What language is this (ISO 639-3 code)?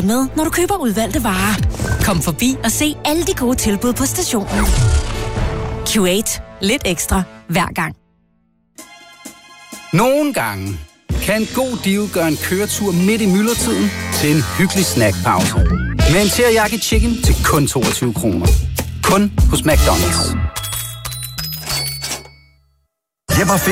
dan